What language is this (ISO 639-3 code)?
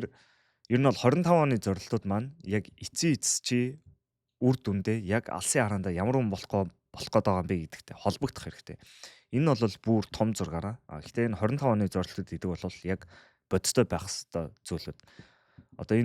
mon